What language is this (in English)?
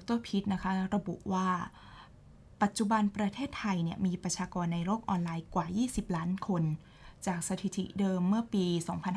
Thai